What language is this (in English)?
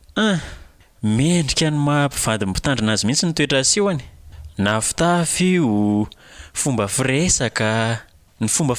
Malagasy